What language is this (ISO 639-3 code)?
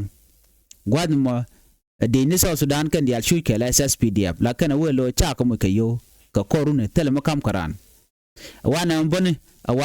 nus